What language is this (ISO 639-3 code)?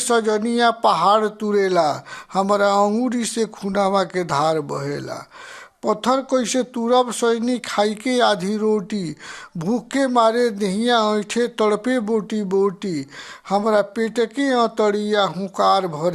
bho